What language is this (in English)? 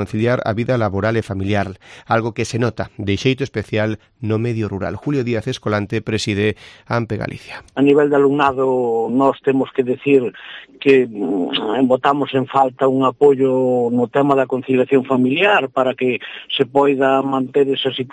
Galician